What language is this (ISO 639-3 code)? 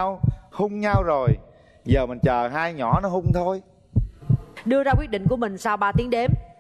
vie